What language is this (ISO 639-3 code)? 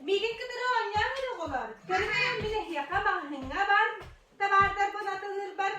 sah